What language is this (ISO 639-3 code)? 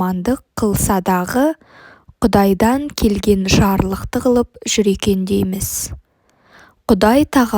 kaz